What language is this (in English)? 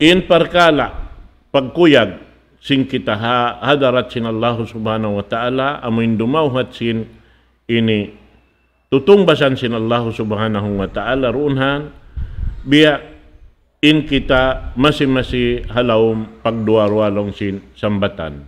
Tausug